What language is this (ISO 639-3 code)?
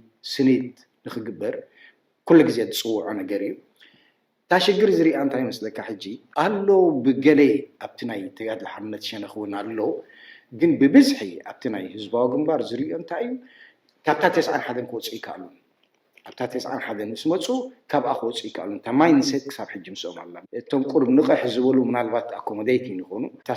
tir